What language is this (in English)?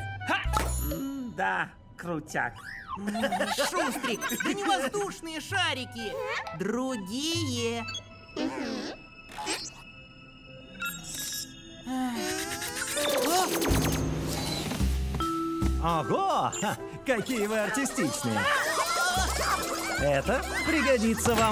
Russian